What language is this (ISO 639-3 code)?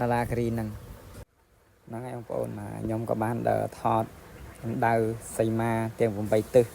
khm